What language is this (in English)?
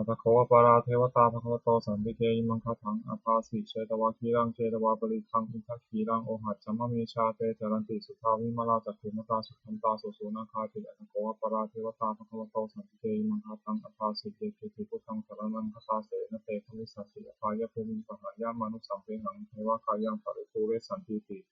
Pali